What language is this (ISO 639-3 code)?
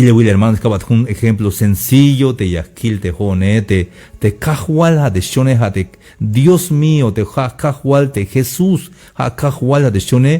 tzh